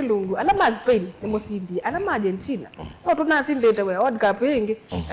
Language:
Kamba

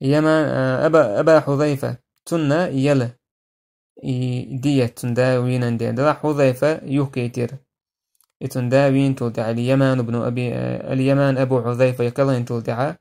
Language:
Chechen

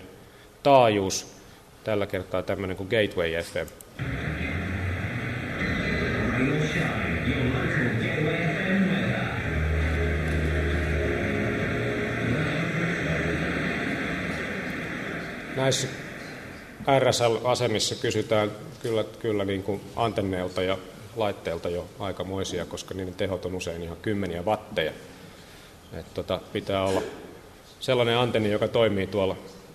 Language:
Finnish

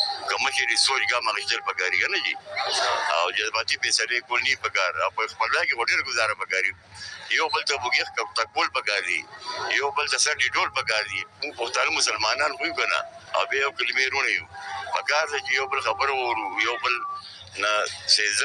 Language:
Pashto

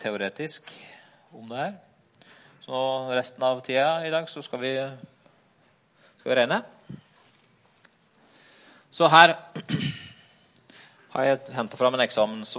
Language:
Norwegian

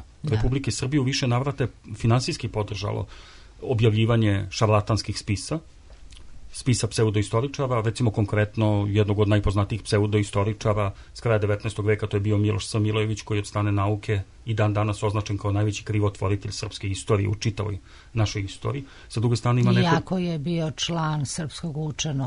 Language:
Serbian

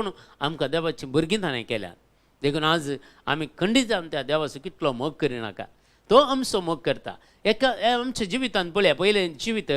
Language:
Konkani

